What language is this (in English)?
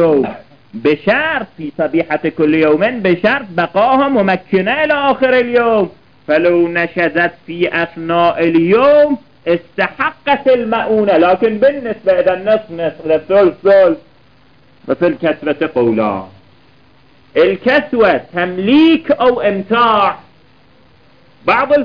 Arabic